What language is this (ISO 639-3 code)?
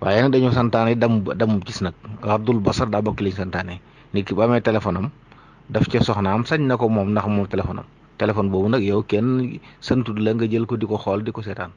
wol